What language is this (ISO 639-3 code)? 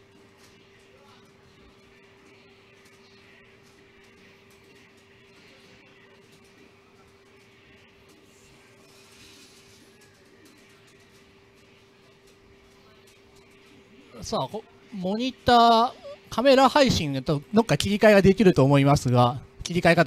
jpn